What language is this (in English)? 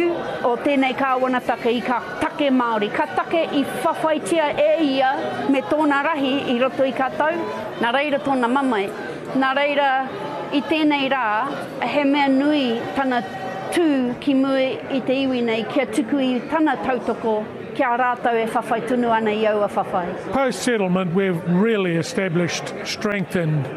Māori